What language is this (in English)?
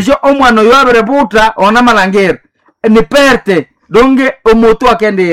Nande